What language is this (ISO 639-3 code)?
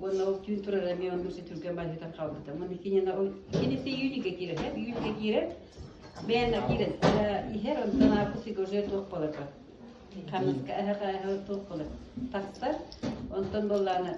sah